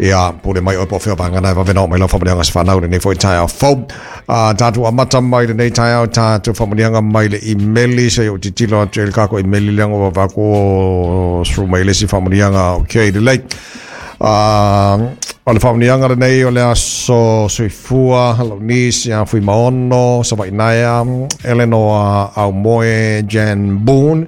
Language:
Samoan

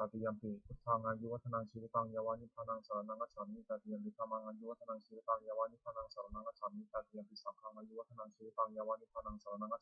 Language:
Pali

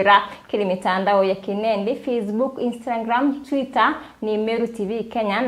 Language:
Meru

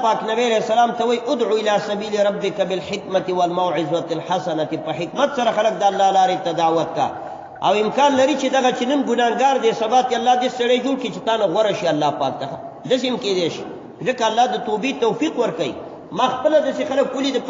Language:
Pashto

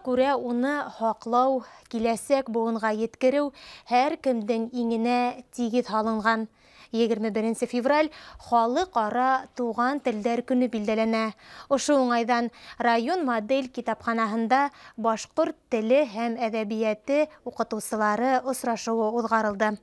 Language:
Bashkir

